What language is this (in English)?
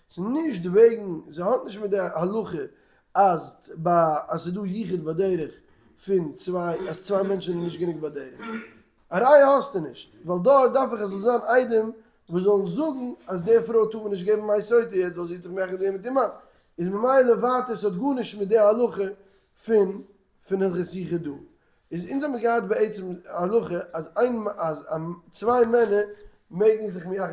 Yiddish